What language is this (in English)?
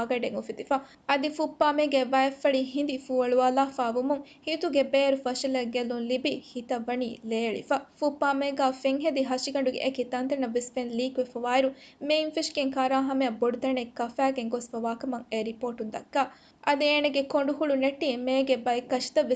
Divehi